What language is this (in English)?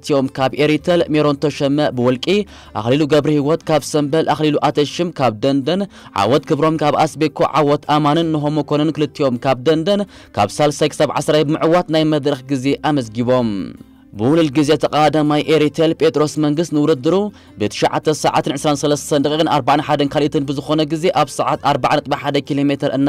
Tigrinya